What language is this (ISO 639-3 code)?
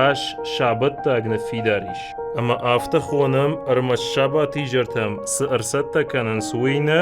oss